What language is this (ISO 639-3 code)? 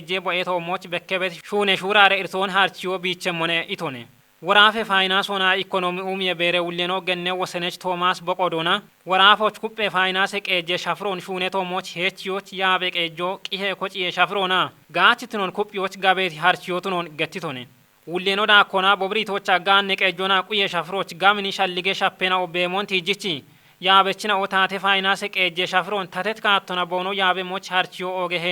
kbr